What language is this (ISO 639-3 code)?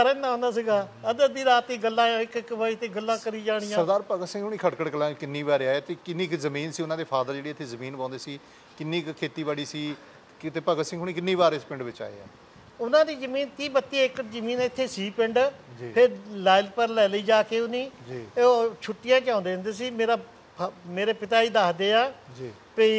pan